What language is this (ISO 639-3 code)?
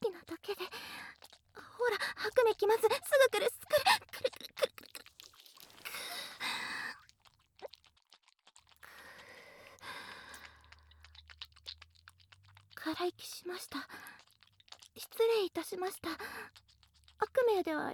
jpn